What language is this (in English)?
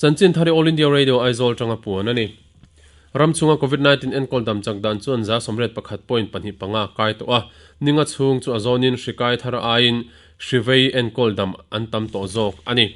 Mizo